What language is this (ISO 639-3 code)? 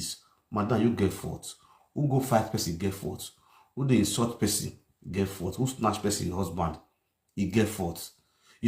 pcm